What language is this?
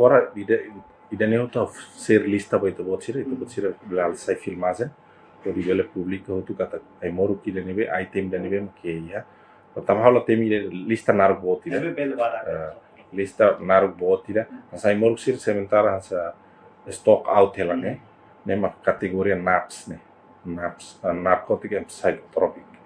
Tetum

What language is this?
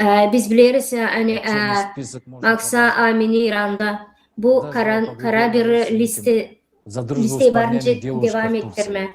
Gagauz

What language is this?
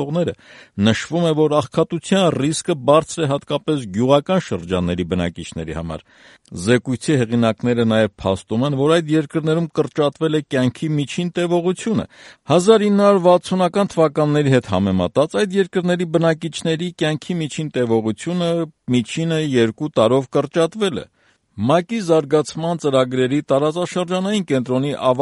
Armenian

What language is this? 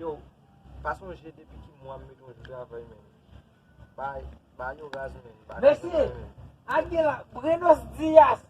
Haitian Creole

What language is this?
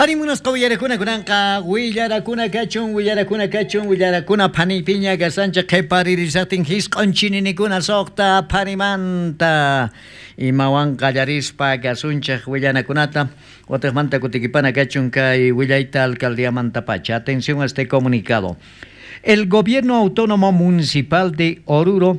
South Bolivian Quechua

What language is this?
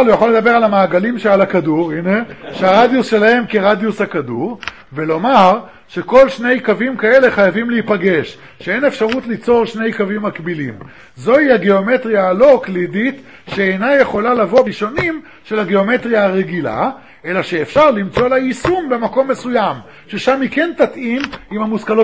Hebrew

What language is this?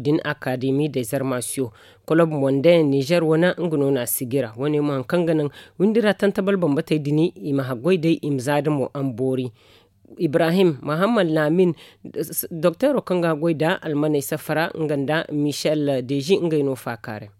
Zarma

